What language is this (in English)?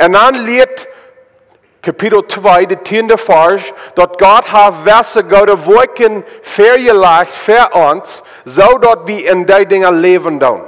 Plautdietsch